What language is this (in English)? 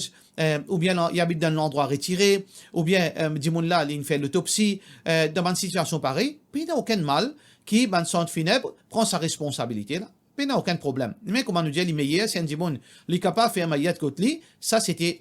Morisyen